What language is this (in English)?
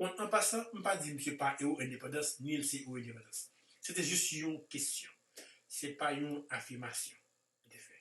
Haitian Creole